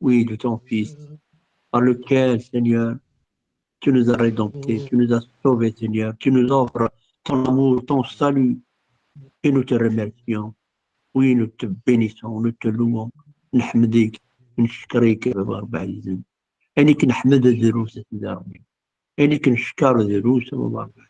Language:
Kabyle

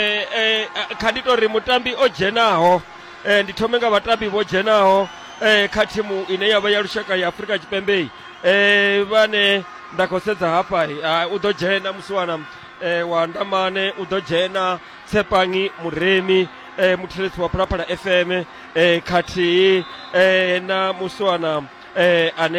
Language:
Venda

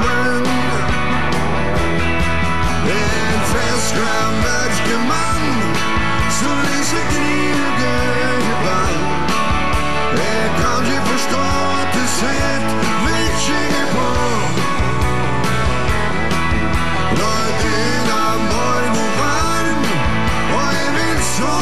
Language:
Norwegian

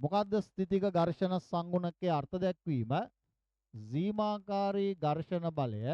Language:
Sinhala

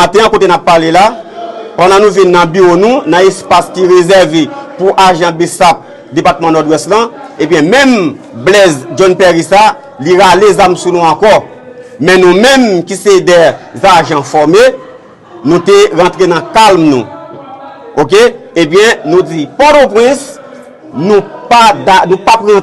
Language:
Haitian Creole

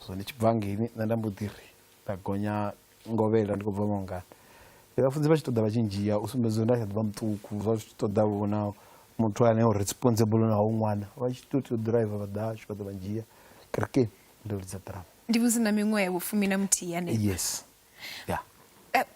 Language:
Venda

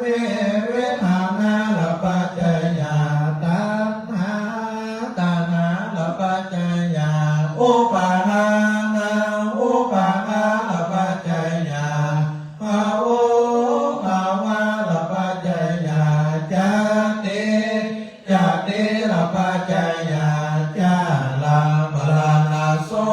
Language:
Pali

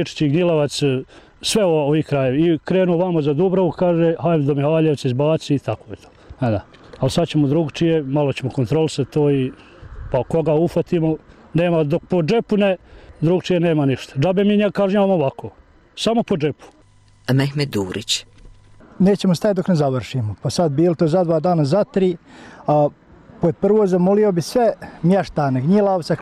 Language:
Bosnian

